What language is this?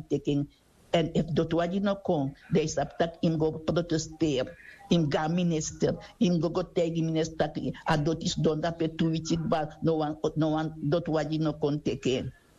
Sranan Tongo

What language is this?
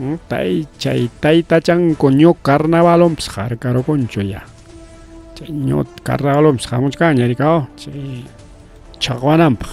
Ayacucho Quechua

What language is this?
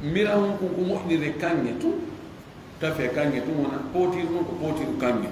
Fula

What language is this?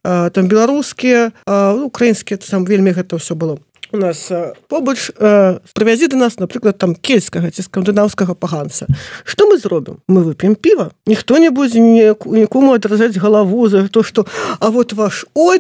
Belarusian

